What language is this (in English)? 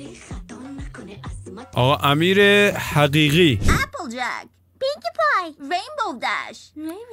South Azerbaijani